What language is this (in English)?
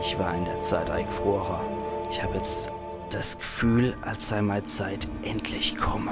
Palatine German